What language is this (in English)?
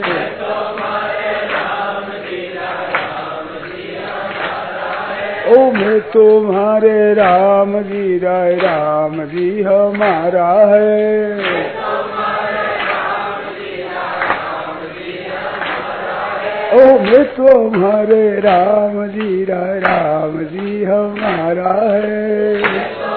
Hindi